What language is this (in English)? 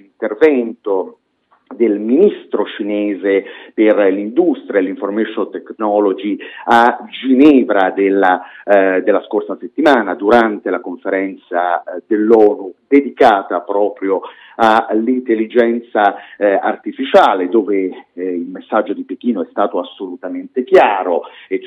Italian